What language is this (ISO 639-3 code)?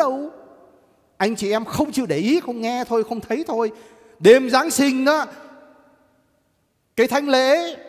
vie